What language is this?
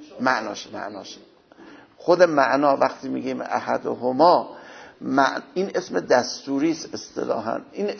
Persian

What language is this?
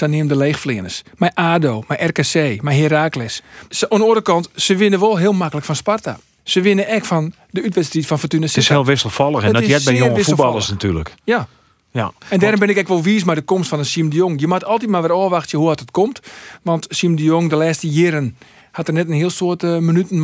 Western Frisian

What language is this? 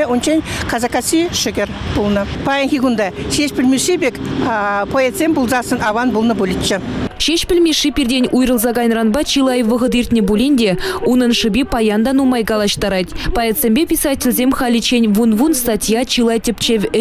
Chuvash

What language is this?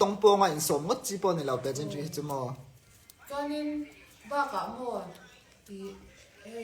Mizo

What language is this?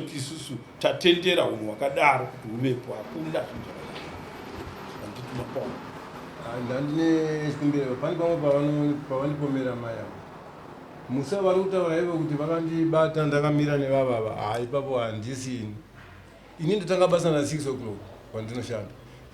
Shona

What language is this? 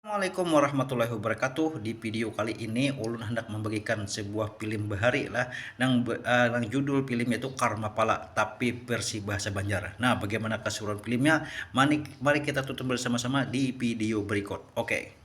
Banjar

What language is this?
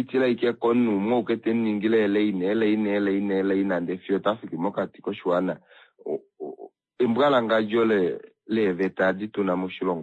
Kuanyama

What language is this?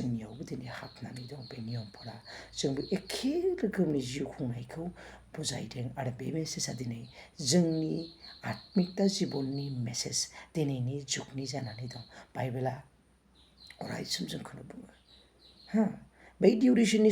Bodo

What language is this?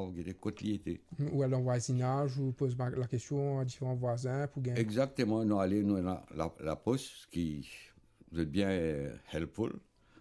Morisyen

